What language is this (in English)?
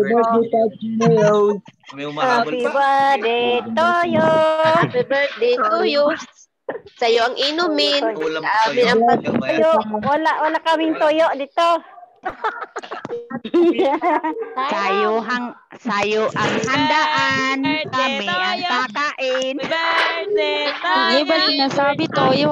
Filipino